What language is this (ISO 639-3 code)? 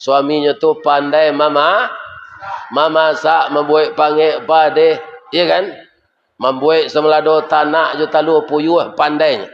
min